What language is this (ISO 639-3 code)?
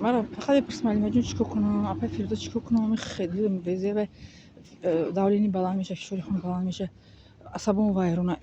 tgk